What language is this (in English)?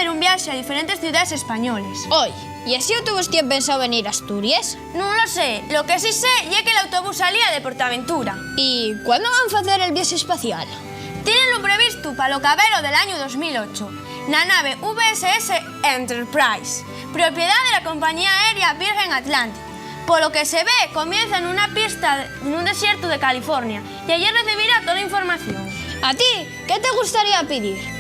Asturian